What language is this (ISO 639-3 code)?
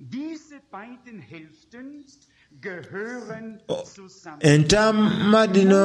xog